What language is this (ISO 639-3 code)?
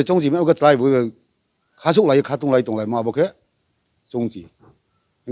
ria